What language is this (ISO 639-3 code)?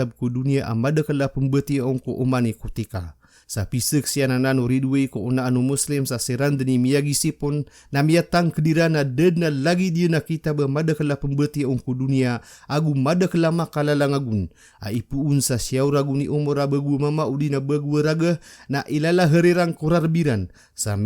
mrw